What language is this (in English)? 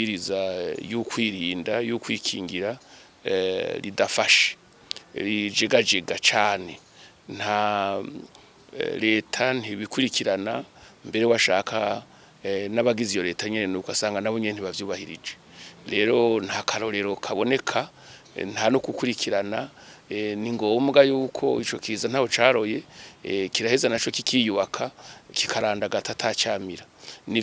Rundi